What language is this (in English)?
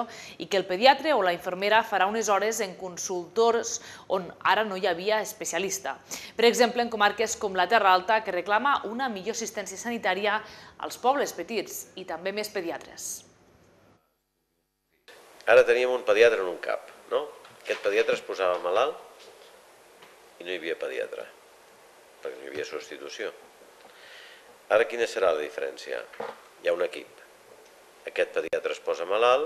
Catalan